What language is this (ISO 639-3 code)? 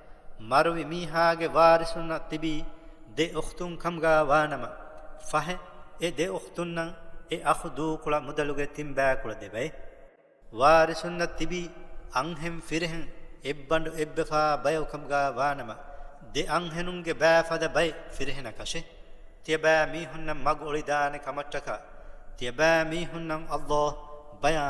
div